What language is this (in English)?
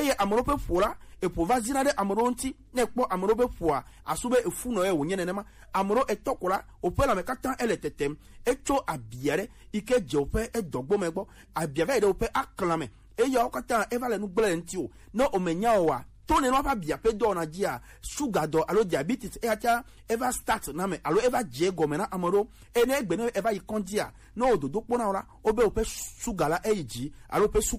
Gen